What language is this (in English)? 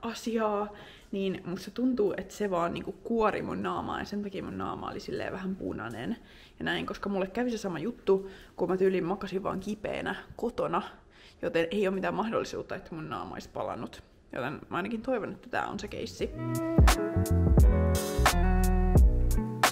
Finnish